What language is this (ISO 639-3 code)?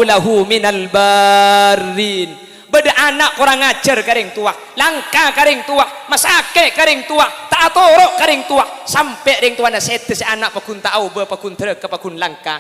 mad